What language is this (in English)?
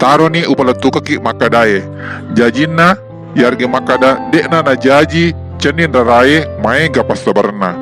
Buginese